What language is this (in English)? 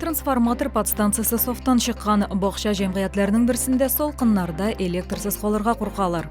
Tatar